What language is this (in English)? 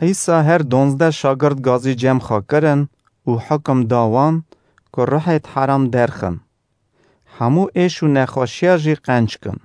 Kurdish